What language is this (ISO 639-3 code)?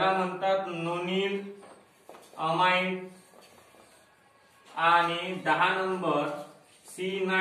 mar